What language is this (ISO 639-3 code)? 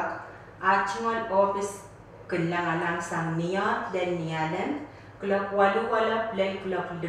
pon